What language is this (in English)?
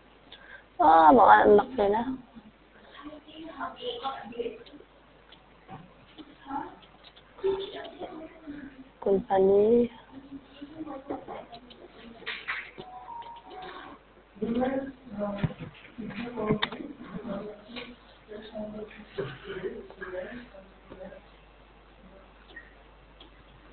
Khasi